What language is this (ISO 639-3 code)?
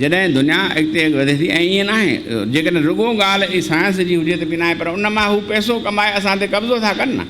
snd